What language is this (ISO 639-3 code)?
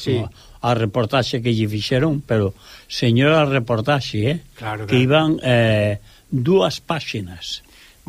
glg